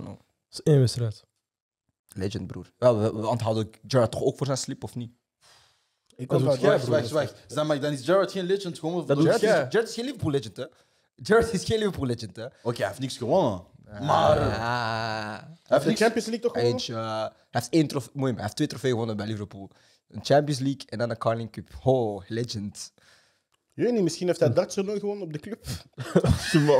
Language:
Dutch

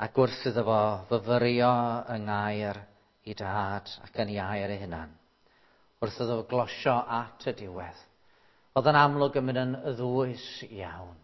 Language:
Welsh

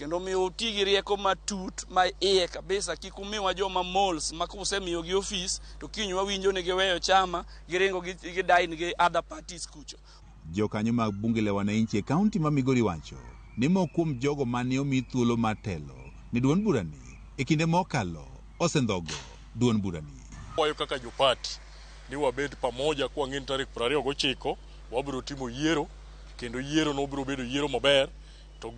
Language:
Luo (Kenya and Tanzania)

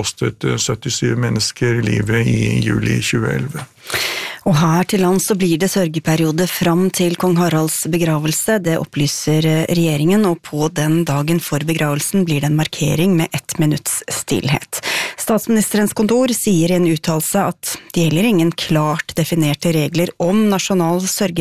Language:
Norwegian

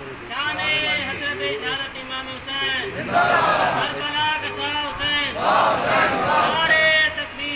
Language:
Saraiki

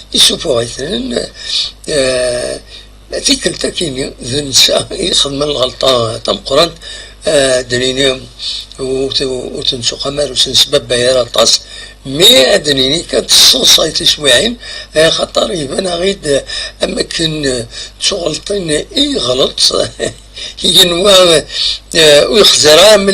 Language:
Kabyle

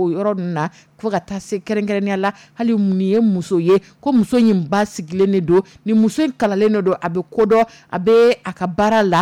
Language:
Dyula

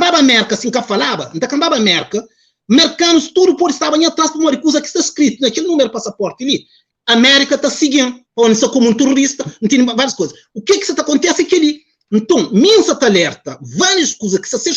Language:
Kabuverdianu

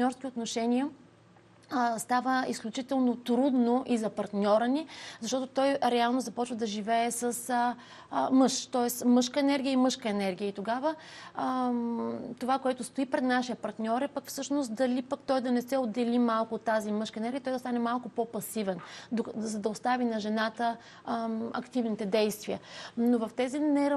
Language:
Bulgarian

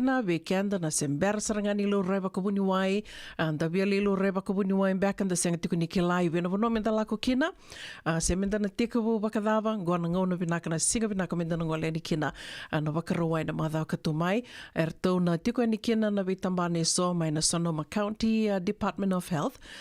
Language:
Fijian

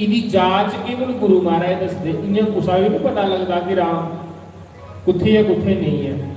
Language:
Dogri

